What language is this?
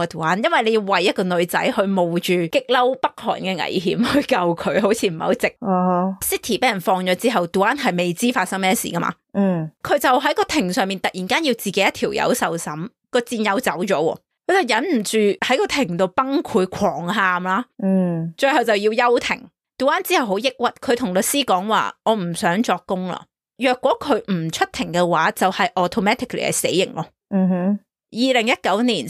Cantonese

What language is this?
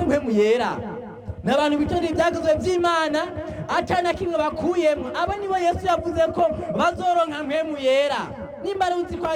Rundi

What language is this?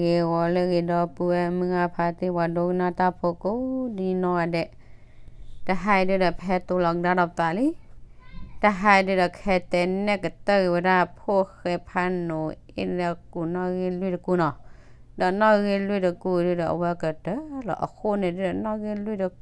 S'gaw Karen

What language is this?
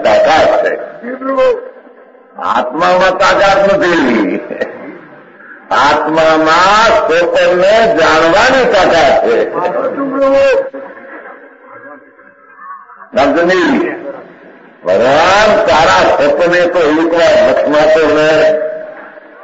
Gujarati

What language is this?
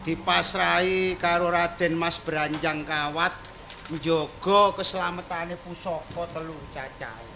Javanese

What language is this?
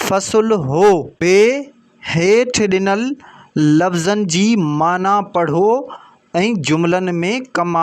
Sindhi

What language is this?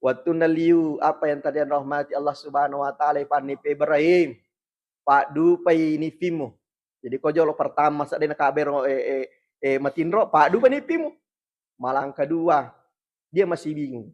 Buginese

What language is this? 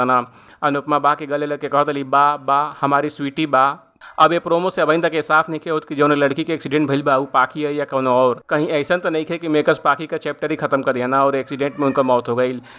Bhojpuri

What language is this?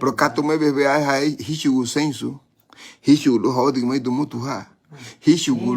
Garifuna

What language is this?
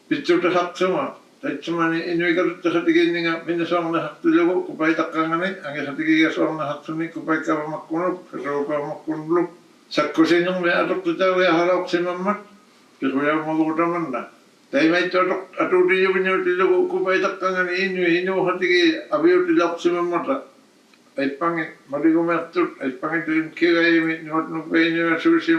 Inuktitut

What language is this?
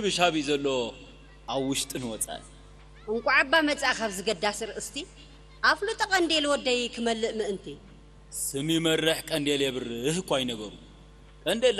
Tigrinya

